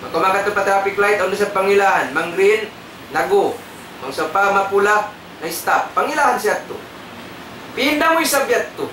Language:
Tausug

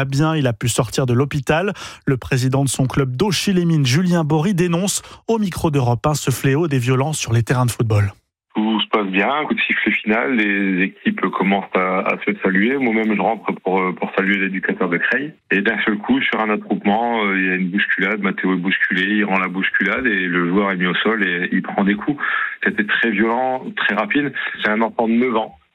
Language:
French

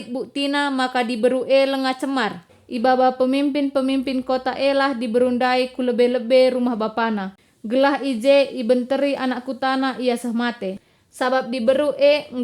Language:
Batak Karo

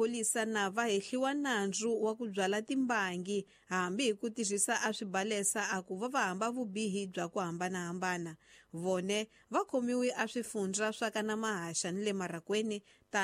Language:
Tsonga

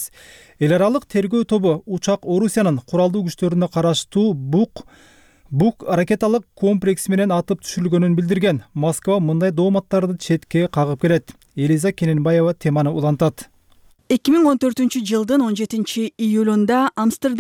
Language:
Kyrgyz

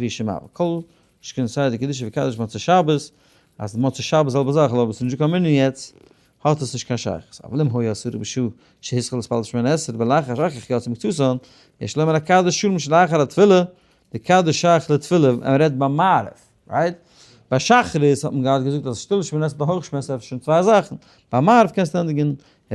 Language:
Yiddish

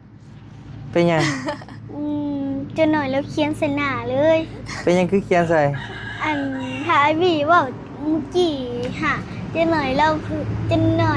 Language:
Northeastern Thai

